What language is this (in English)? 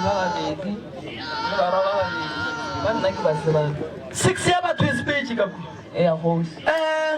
Northern Sotho